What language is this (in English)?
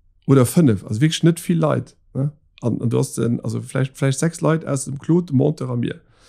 Luxembourgish